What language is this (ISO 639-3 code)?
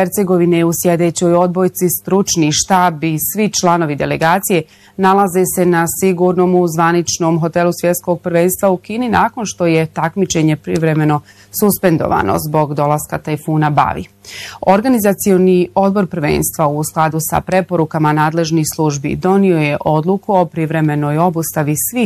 bos